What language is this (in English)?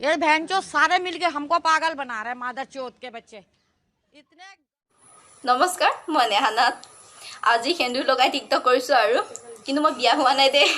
Assamese